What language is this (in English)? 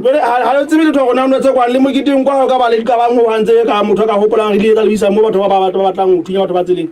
Southern Sotho